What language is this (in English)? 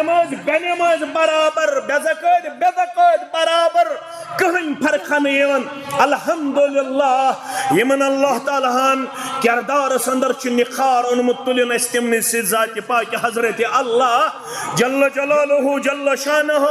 Kashmiri